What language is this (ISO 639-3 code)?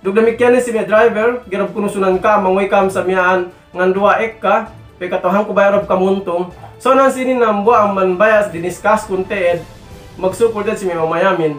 yka